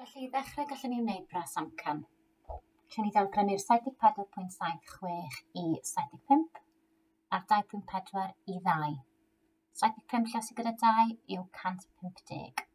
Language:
Welsh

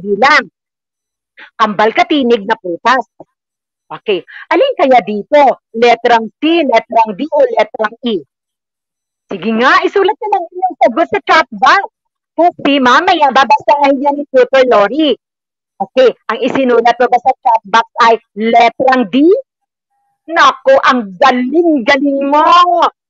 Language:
Filipino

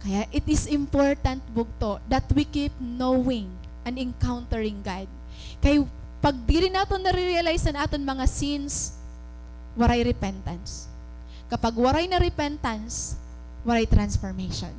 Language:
Waray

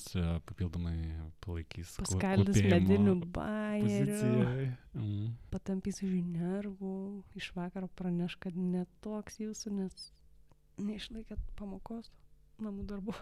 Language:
Lithuanian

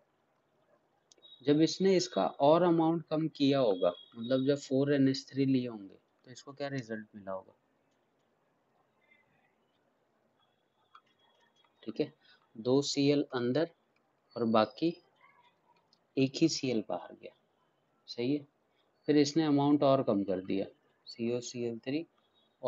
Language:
Hindi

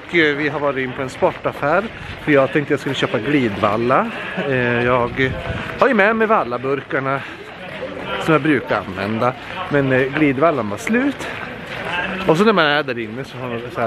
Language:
Swedish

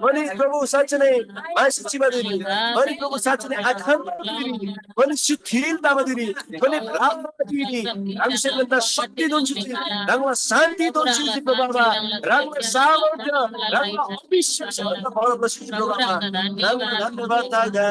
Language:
Eastern Tamang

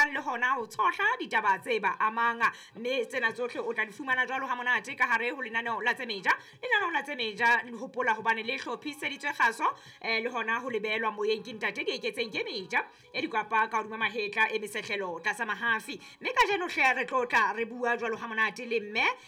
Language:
Southern Sotho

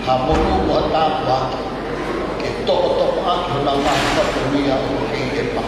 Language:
Tongan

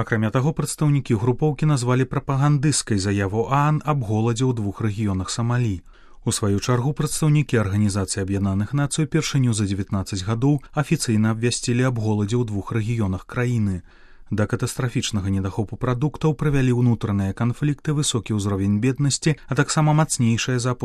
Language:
Belarusian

